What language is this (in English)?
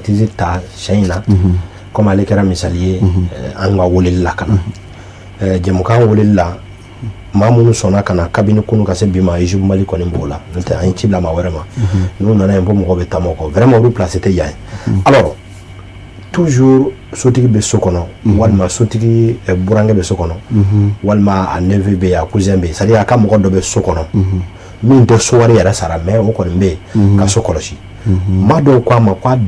Bambara